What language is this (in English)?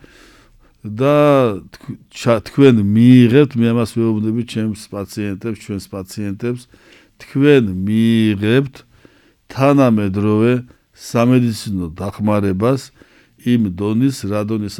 Georgian